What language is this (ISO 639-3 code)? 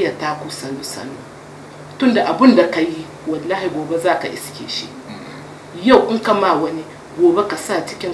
hau